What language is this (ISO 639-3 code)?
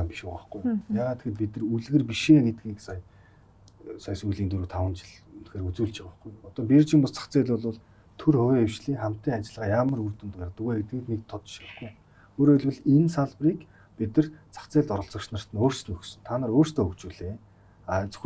mon